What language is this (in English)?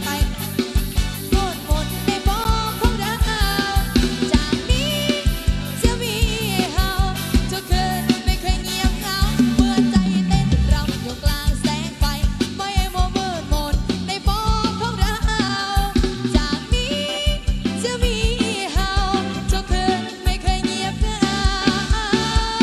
Thai